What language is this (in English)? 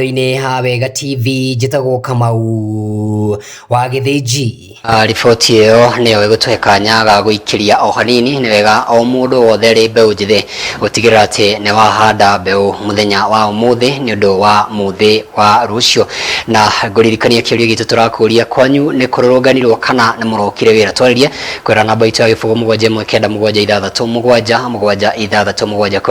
Kikuyu